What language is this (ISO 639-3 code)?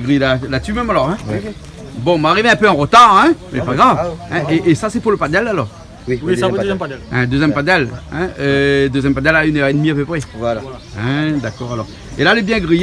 rcf